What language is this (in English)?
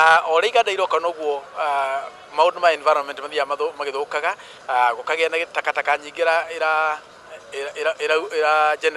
Kikuyu